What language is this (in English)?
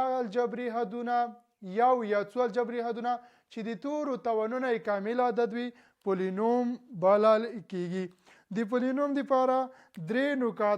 Pashto